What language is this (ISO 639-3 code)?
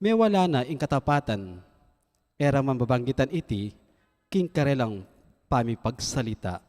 pam